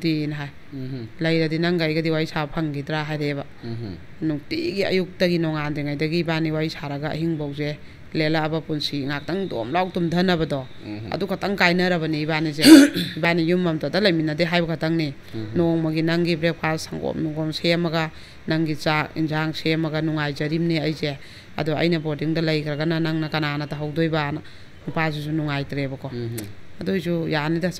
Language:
Manipuri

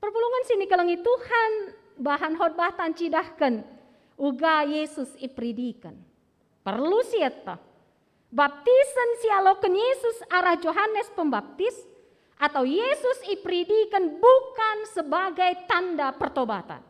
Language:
Batak Karo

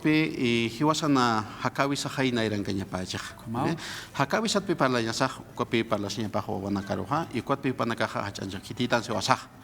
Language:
Aymara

